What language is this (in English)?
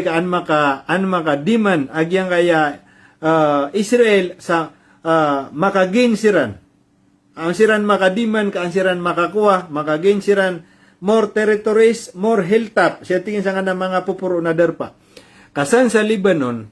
Maranao